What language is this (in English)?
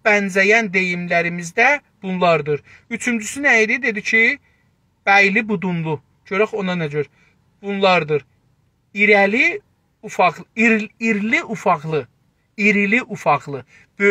South Azerbaijani